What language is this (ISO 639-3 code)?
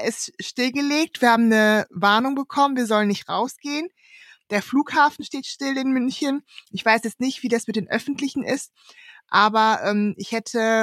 deu